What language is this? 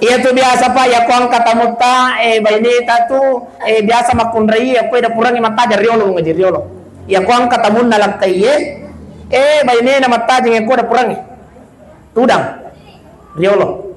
Buginese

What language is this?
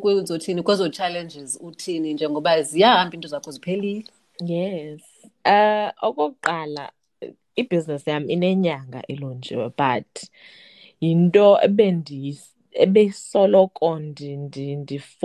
Xhosa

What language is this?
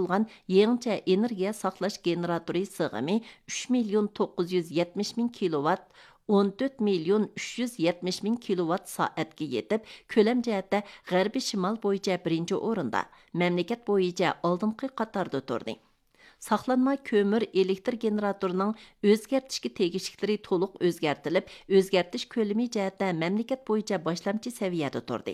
Uyghur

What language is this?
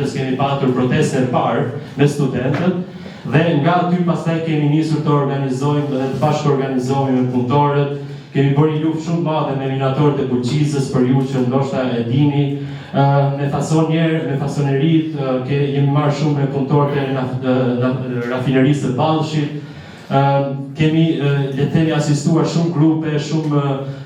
Albanian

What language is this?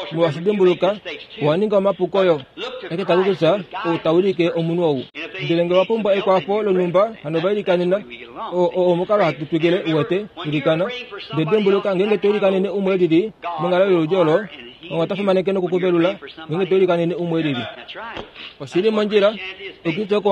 Kuanyama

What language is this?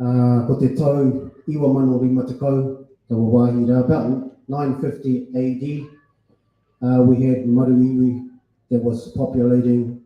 Māori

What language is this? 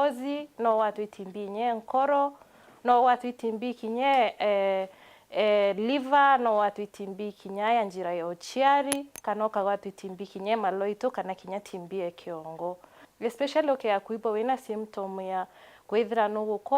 Meru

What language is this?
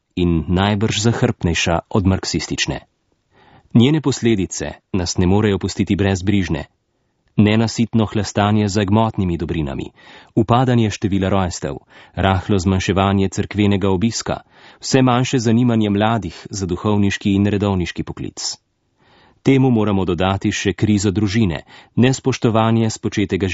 Slovenian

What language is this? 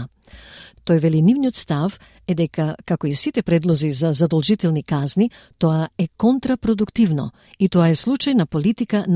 Macedonian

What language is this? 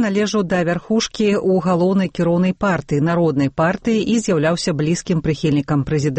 Belarusian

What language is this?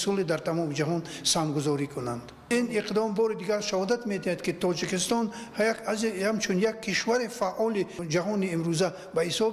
Tajik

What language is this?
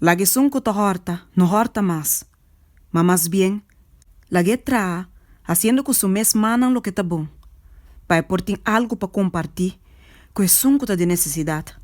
Papiamento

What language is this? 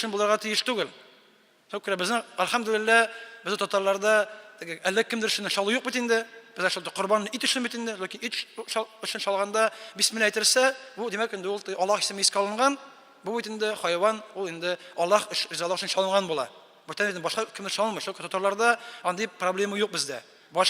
Tatar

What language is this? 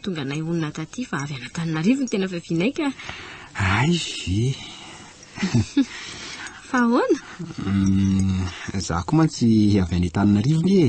Malagasy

